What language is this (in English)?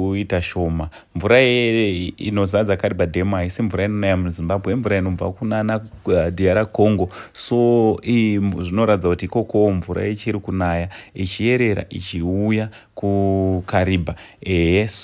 Shona